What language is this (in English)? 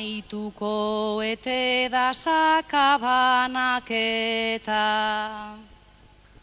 Basque